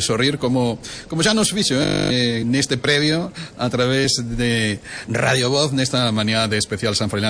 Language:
Galician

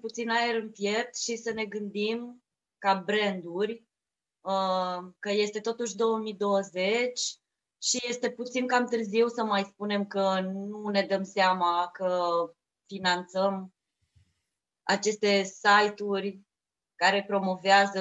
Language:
Romanian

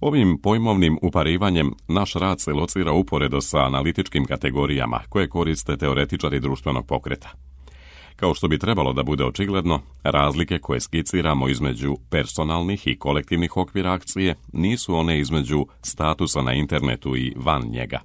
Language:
Serbian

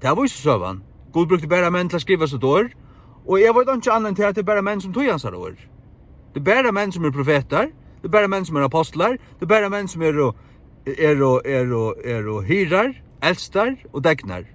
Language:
Faroese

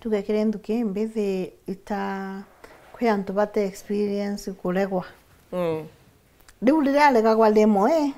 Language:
Meru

